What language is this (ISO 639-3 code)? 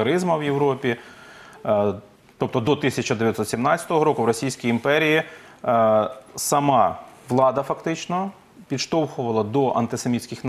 ukr